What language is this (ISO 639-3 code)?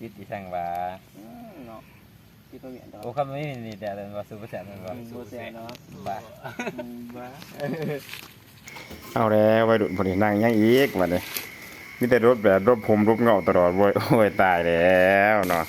lao